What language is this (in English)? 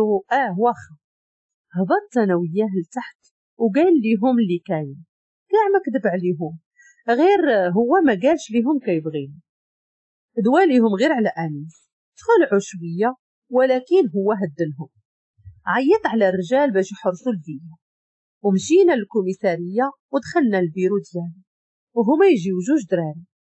Moroccan Arabic